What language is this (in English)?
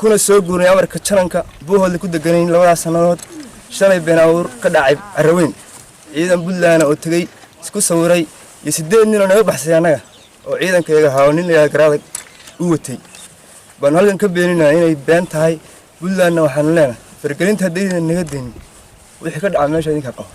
Somali